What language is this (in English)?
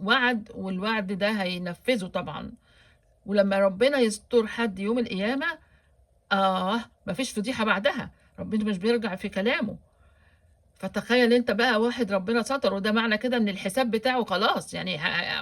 Egyptian Arabic